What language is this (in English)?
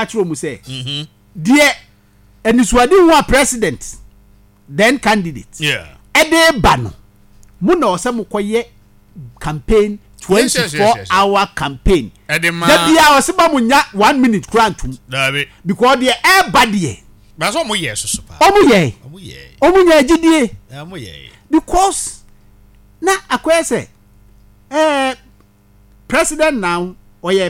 Akan